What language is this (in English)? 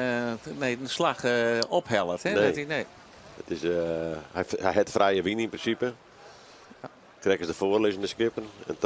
Western Frisian